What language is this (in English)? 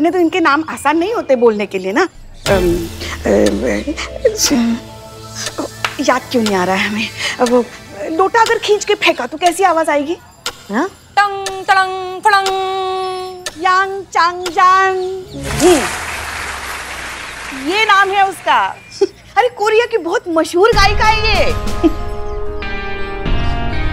Hindi